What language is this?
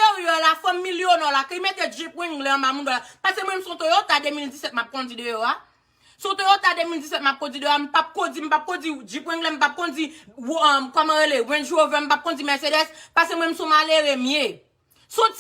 Haitian Creole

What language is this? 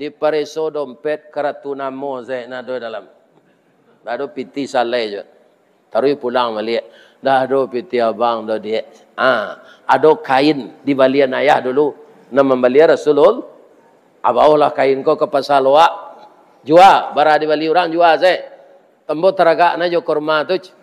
Minangkabau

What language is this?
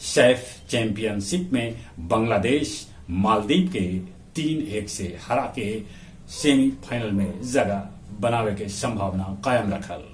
Magahi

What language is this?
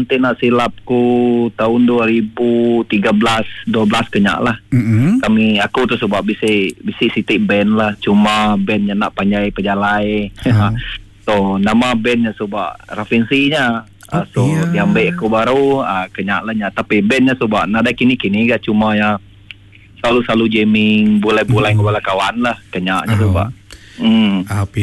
Iban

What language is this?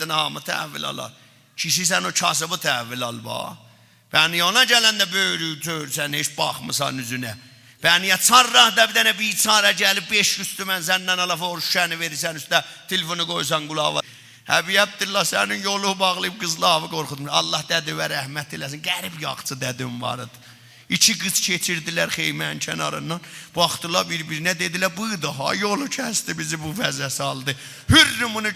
South Azerbaijani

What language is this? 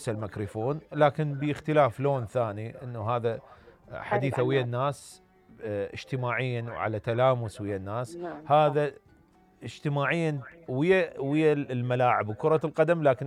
Mesopotamian Arabic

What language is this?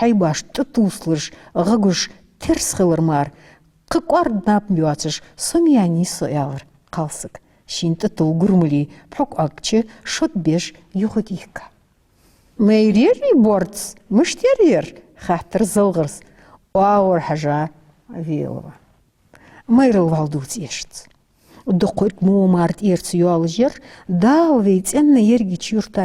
Ingush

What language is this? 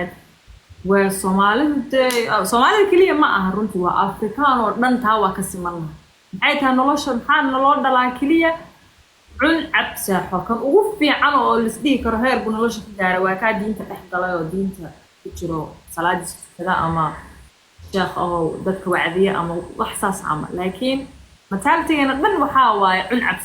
Somali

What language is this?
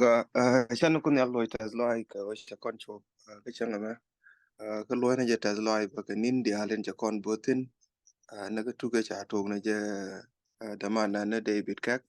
Nuer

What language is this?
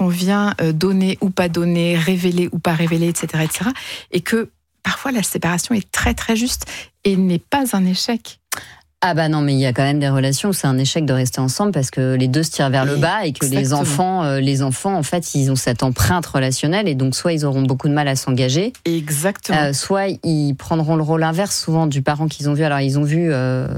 French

